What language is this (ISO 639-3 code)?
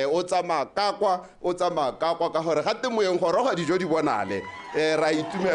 tsn